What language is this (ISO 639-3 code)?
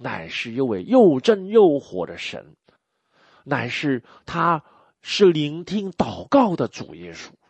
zho